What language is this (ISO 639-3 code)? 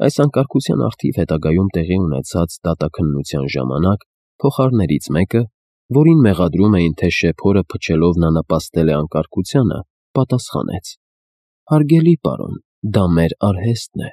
hye